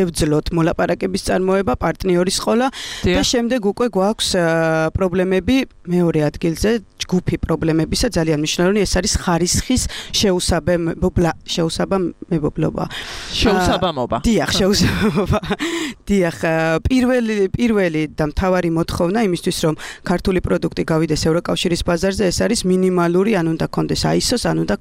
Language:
Georgian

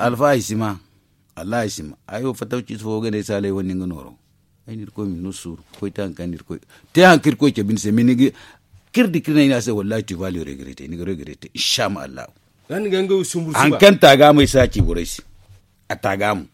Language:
Zarma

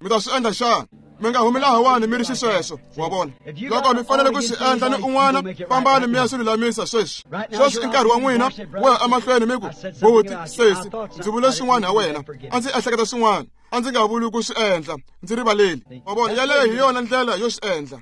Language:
Tsonga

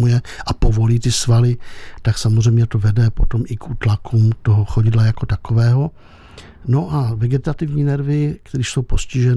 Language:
Czech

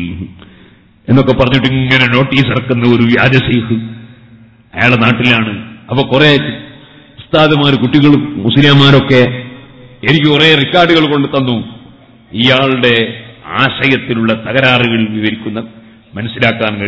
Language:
Malayalam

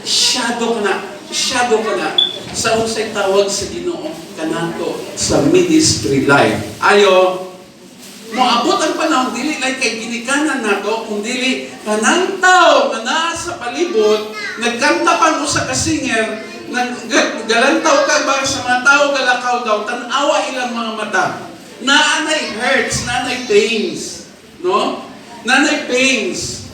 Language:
Cebuano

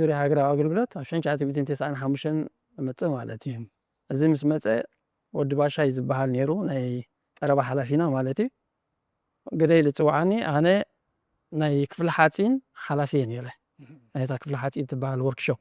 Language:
Tigrinya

